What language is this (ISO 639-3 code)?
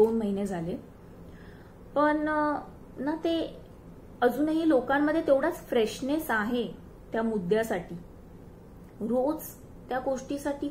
mar